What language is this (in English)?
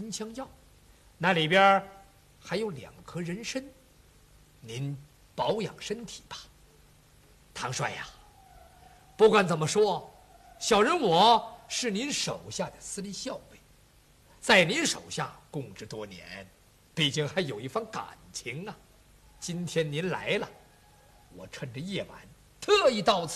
Chinese